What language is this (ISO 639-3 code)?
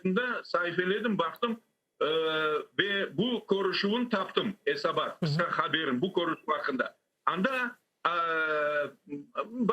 crh